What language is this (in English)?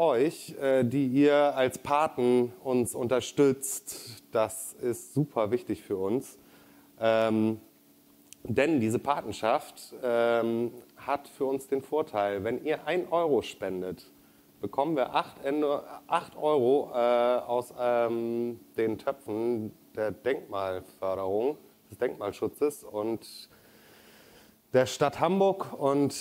German